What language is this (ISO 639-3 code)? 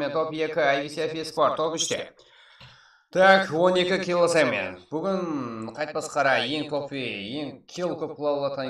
kaa